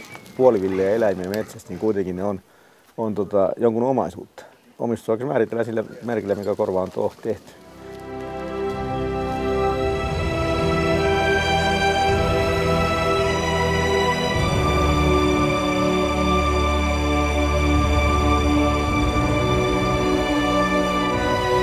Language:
Finnish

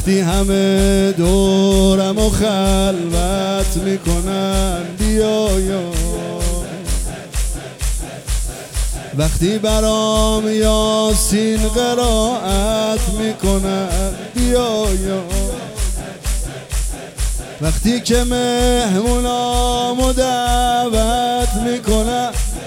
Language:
Persian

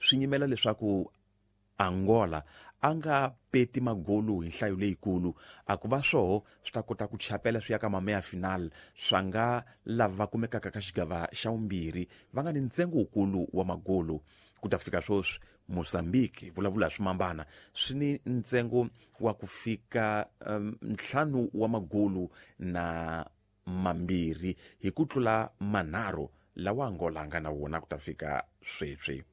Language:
Tsonga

